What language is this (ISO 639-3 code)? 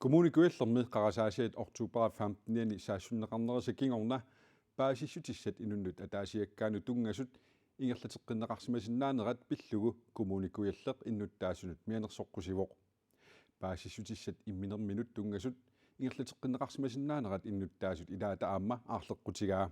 kal